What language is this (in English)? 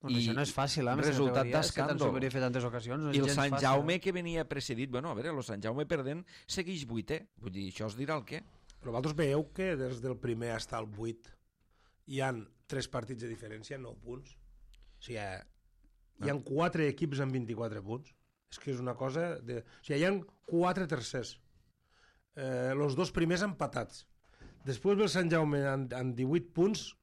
Catalan